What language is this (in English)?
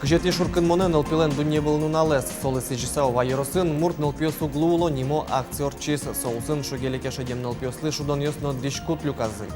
Udmurt